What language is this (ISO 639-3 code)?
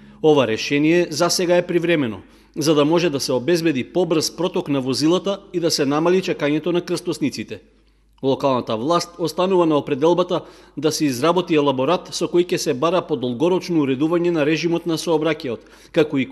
mkd